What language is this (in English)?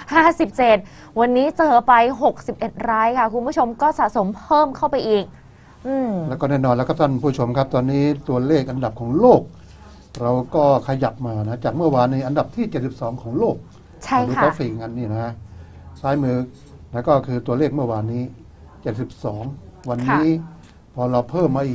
Thai